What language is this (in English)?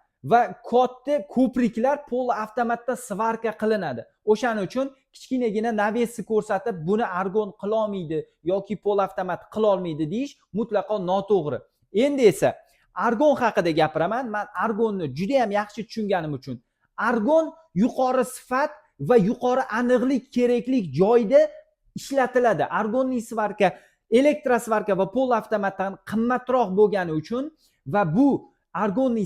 Uzbek